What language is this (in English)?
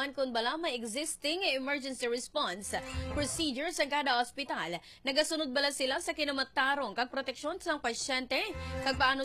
Hiligaynon